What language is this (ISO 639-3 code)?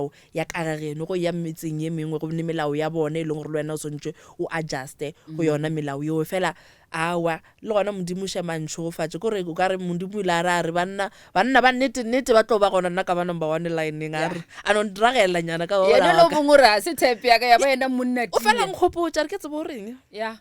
nso